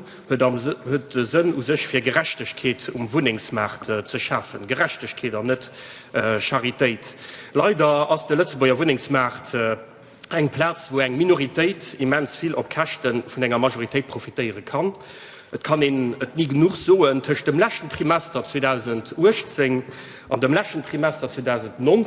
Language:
Luxembourgish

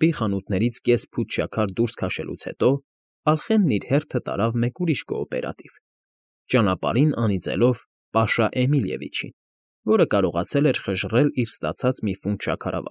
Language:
Armenian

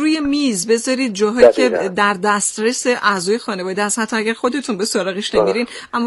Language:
Persian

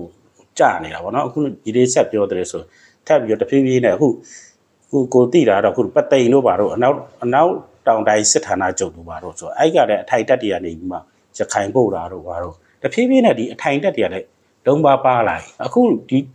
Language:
Burmese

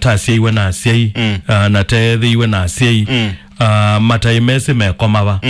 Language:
Kamba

